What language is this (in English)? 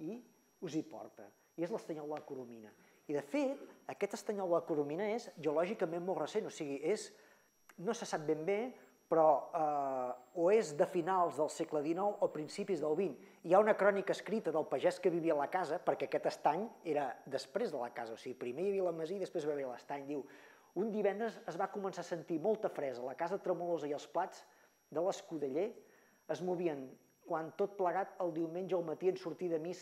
Catalan